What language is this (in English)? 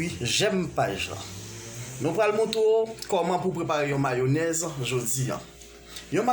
Haitian Creole